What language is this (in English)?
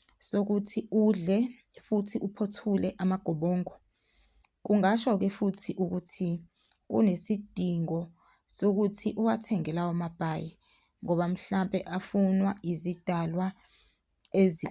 Zulu